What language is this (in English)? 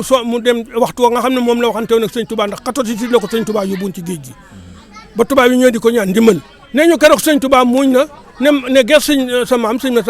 Wolof